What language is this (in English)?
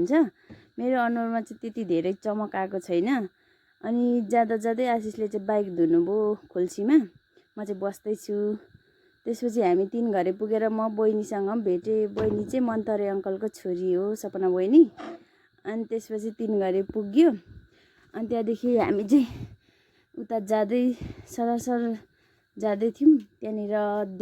Nepali